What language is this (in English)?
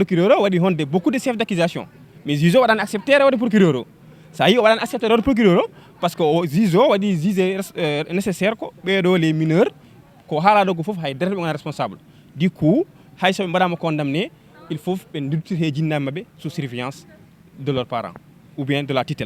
Fula